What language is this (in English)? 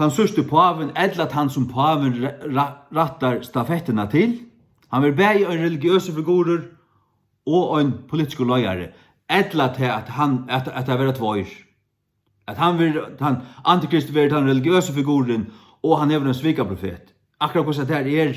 Faroese